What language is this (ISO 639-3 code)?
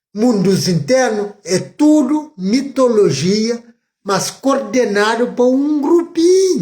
kea